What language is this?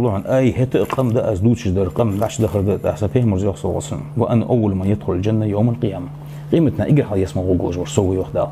Ingush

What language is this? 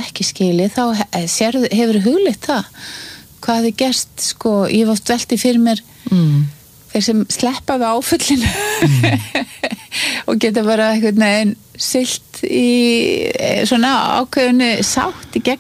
Icelandic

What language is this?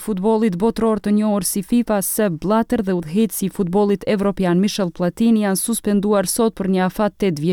Albanian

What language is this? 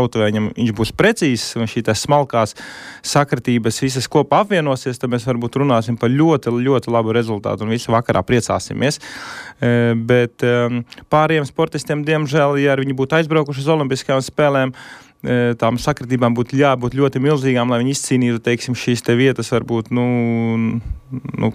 Latvian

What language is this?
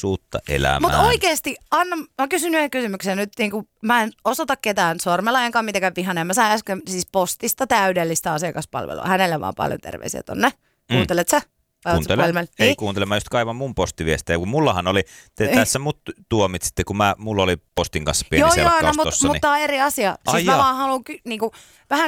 Finnish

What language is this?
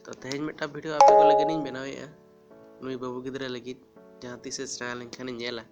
Santali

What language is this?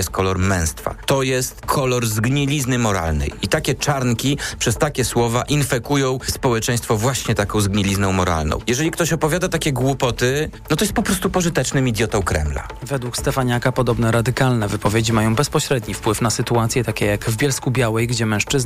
Polish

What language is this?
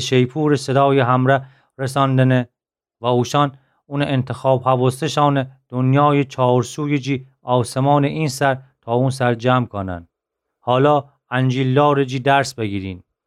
Gilaki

